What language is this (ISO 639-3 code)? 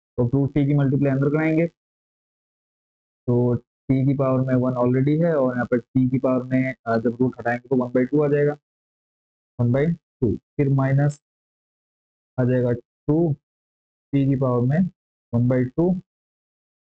hin